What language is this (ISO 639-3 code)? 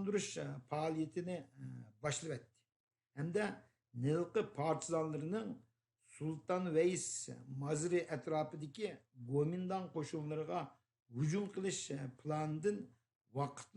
uig